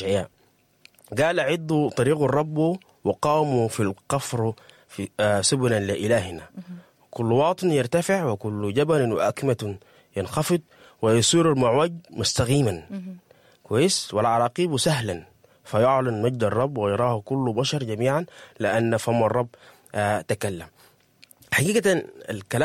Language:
Sudanese Arabic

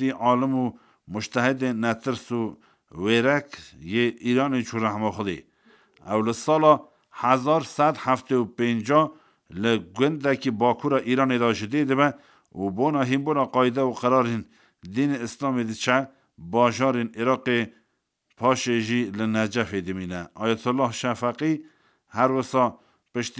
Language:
Kurdish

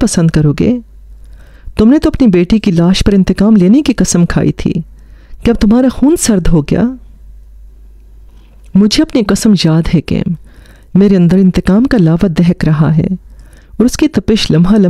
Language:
Urdu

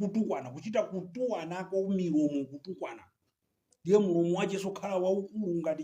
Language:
Nyanja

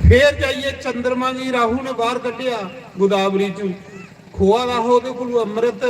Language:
Dogri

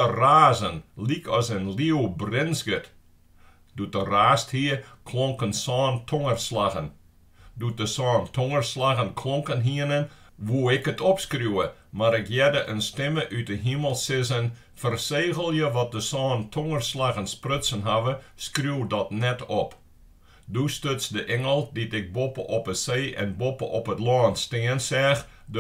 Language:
Western Frisian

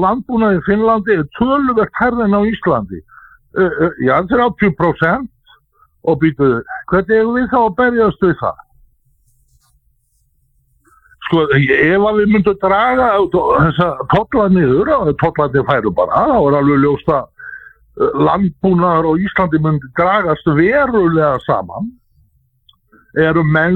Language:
Icelandic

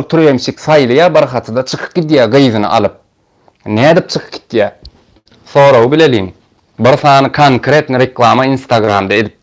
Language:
Turkmen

